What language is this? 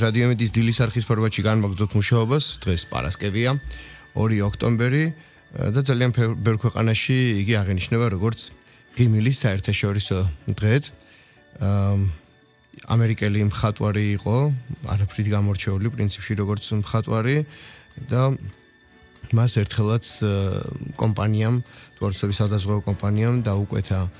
Georgian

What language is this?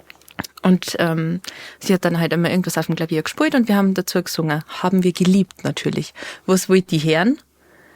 Bavarian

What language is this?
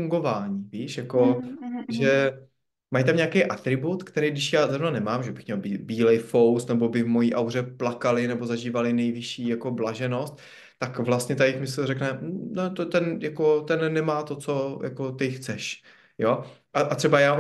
Czech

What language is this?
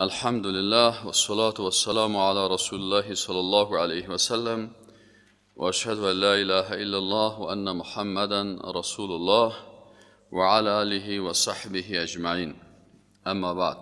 Persian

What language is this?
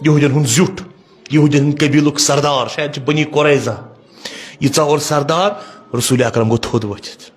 Kashmiri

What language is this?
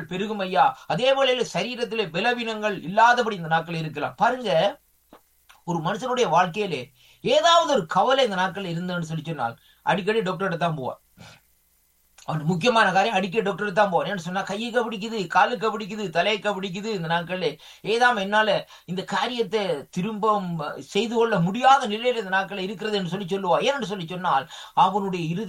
Tamil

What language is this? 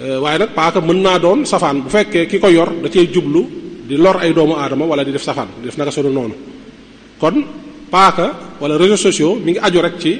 Wolof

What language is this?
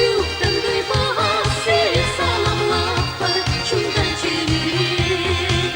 Chuvash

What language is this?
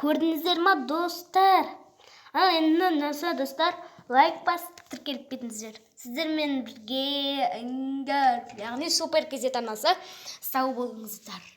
Kazakh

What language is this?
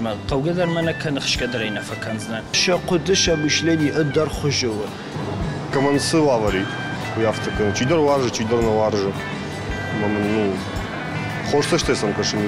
Ossetic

